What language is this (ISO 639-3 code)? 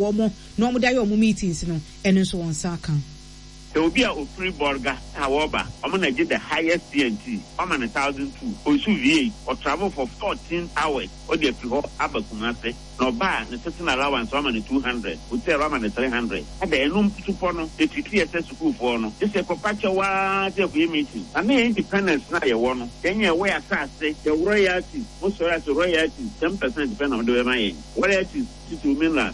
aka